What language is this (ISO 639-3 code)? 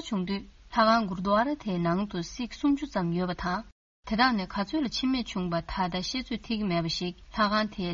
bod